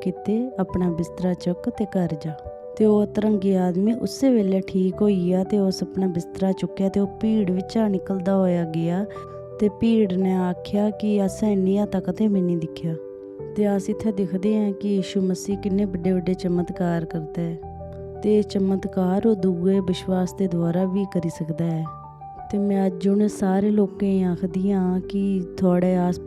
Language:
Dogri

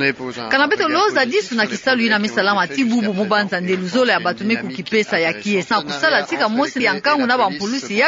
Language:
Kituba (Democratic Republic of Congo)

